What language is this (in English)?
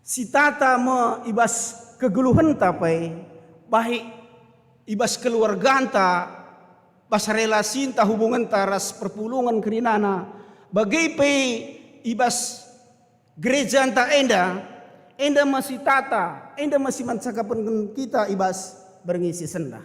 Batak Karo